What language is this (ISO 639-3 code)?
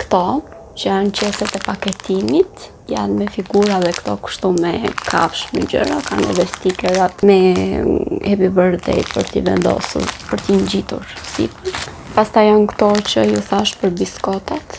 sqi